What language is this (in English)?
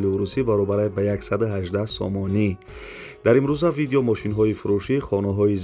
Tajik